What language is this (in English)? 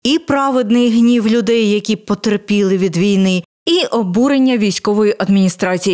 Ukrainian